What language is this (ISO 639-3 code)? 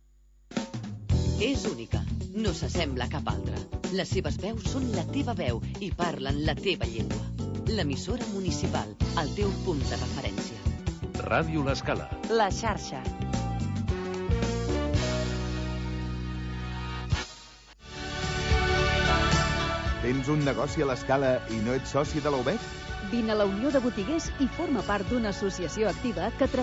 cat